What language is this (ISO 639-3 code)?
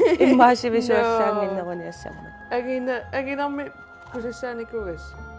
kal